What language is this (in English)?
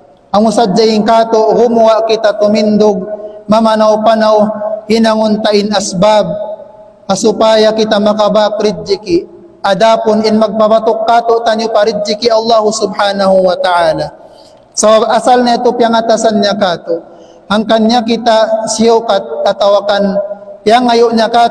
Tausug